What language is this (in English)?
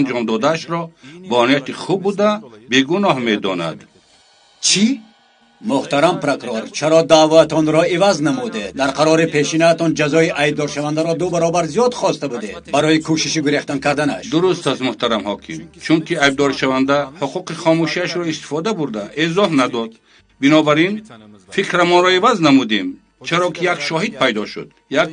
Tajik